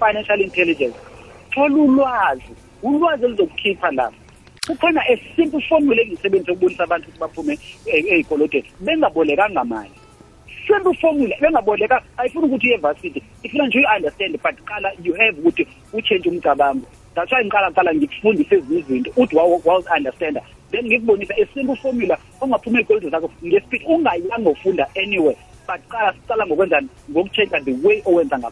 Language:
South Ndebele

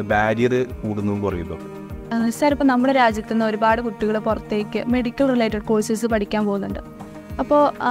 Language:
Malayalam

